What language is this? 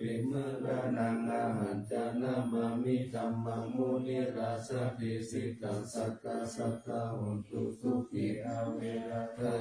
Pali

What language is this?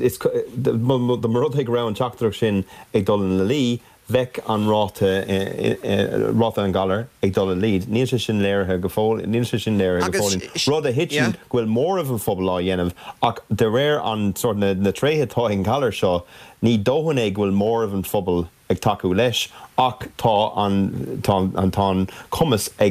Irish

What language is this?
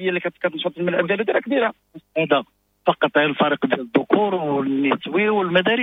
Moroccan Arabic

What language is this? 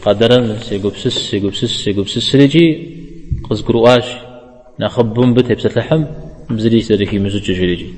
Kabardian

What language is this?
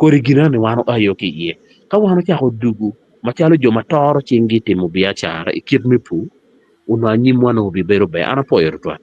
Acoli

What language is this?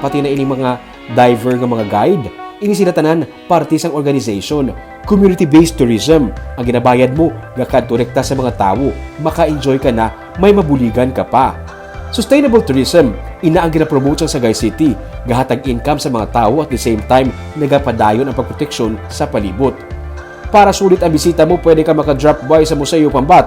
Hiligaynon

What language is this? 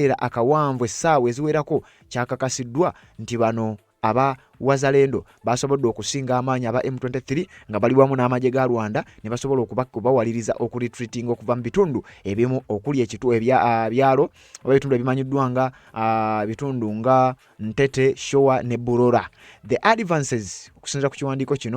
Ganda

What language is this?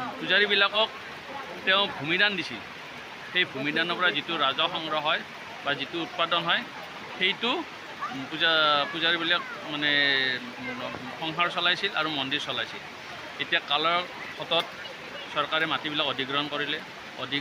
Assamese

